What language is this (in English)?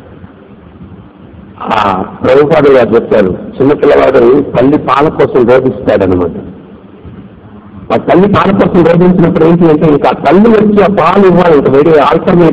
Telugu